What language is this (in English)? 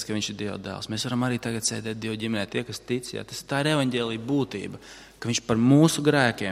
Latvian